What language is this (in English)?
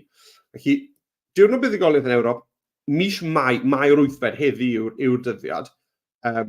Welsh